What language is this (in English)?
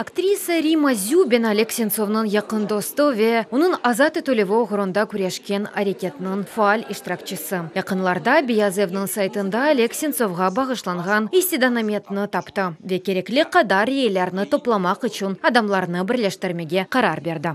Crimean Tatar